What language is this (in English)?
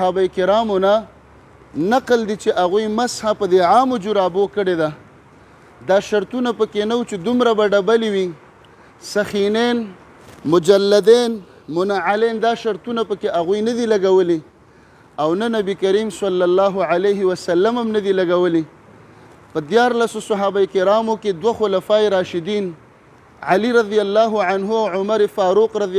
Pashto